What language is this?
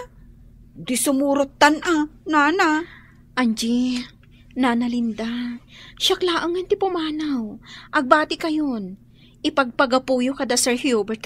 Iloko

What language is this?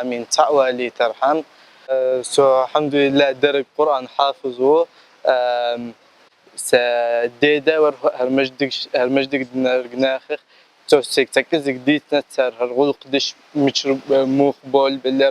Chechen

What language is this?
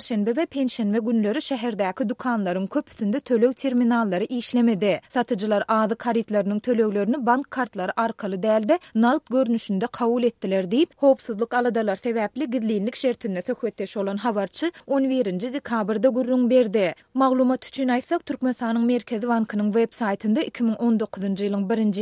Turkmen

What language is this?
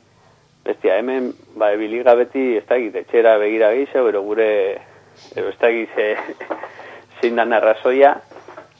Basque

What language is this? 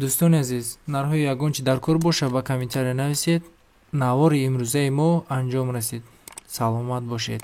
Tajik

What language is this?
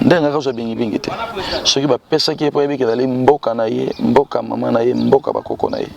Lingala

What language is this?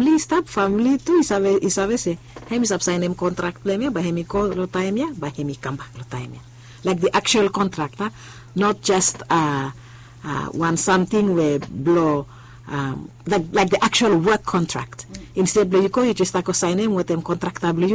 Bislama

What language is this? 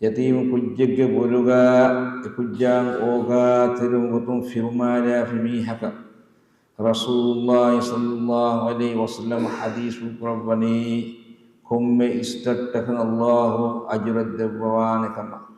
Divehi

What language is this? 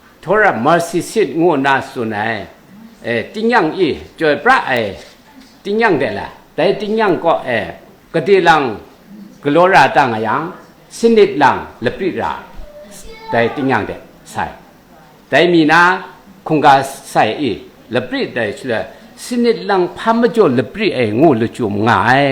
Kachin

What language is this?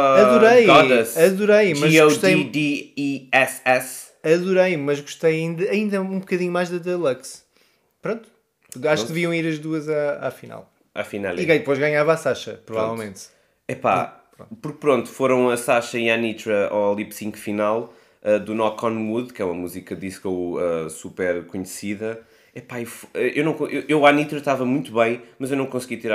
Portuguese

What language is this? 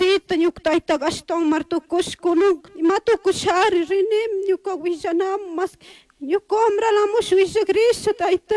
Chimborazo Highland Quichua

